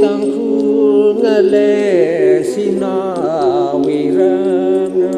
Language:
Tangkhul Naga (India)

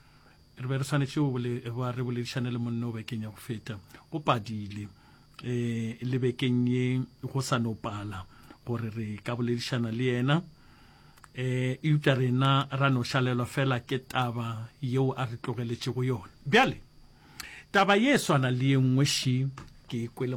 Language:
Northern Sotho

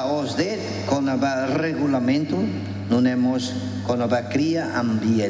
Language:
Tetum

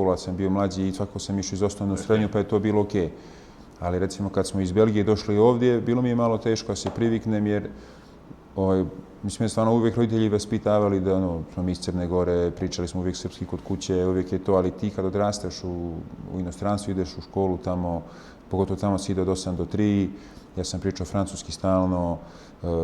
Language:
Bosnian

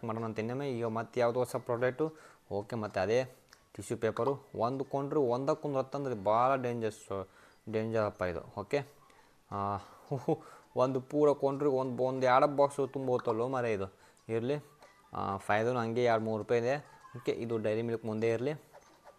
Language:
Kannada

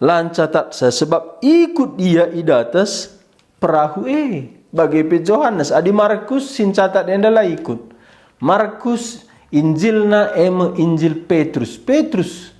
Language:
Batak Karo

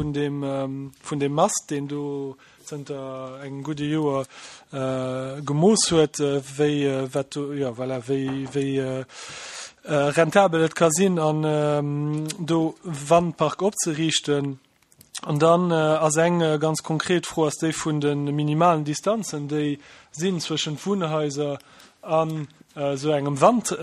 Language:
Luxembourgish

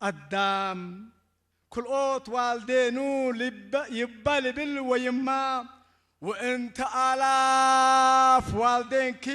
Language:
Tigre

